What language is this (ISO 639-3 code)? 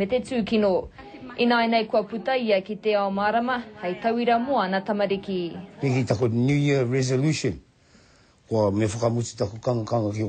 mri